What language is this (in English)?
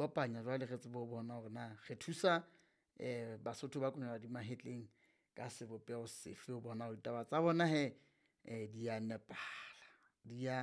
Southern Sotho